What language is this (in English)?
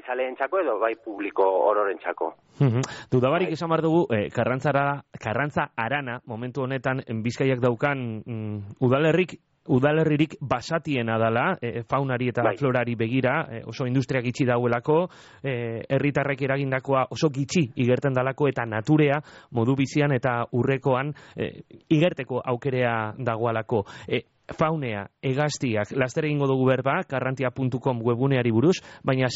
Basque